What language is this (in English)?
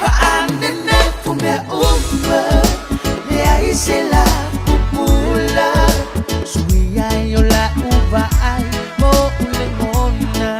Samoan